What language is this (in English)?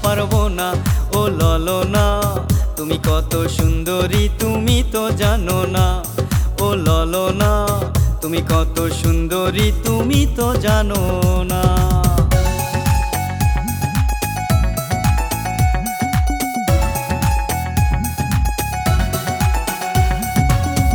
Bangla